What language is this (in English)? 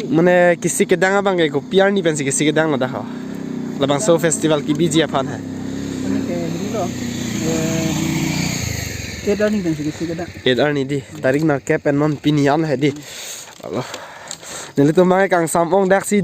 Karbi